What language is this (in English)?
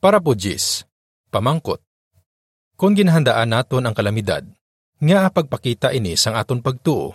Hiligaynon